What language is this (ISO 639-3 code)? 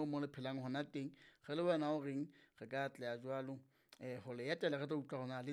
sot